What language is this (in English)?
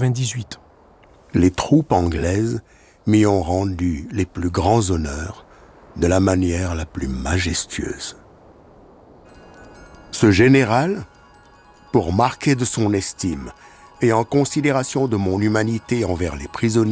French